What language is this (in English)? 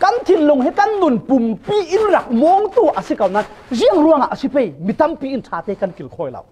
Falam Chin